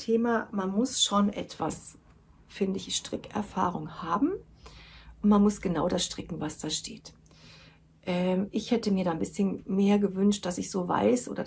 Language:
German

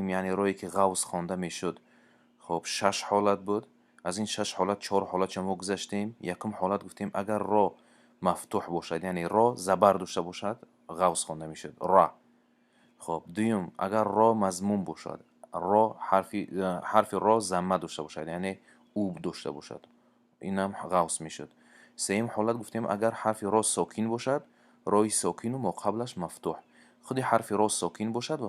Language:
Tajik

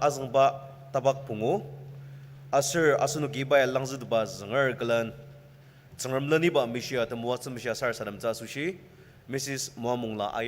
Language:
Ao Naga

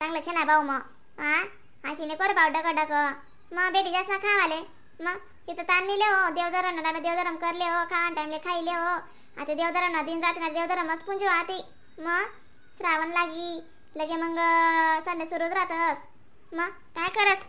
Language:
Khandesi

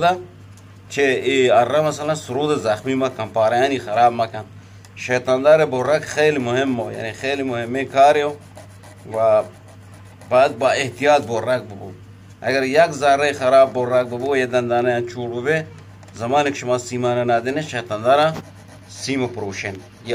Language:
Eastern Balochi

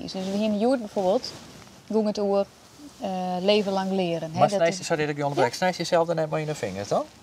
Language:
Western Frisian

